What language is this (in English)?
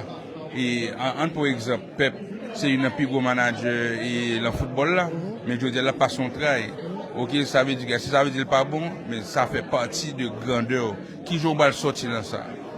Haitian Creole